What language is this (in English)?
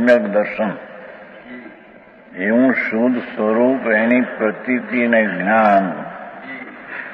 Gujarati